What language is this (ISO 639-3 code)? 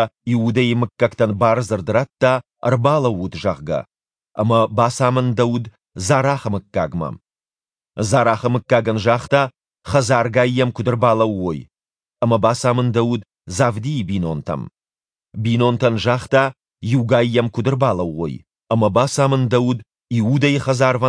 oss